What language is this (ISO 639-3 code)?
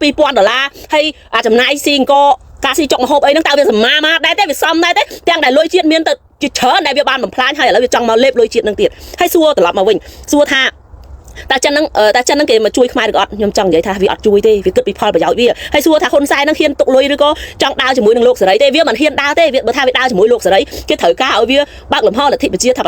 khm